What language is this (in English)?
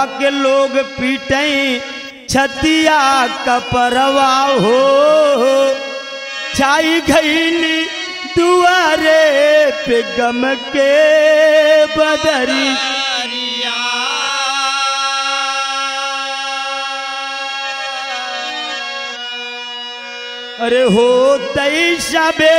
Bhojpuri